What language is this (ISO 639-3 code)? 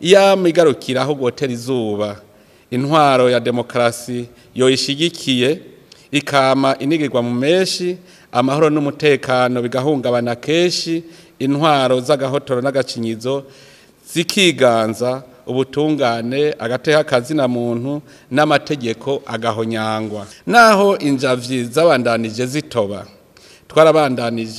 run